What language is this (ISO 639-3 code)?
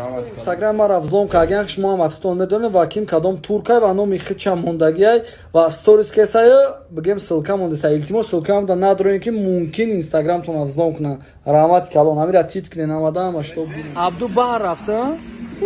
tgk